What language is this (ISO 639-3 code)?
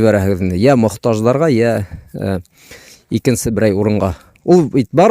bak